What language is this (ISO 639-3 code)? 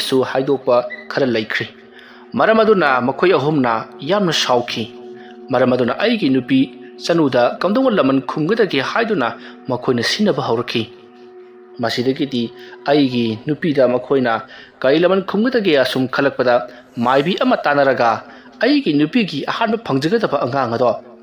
mni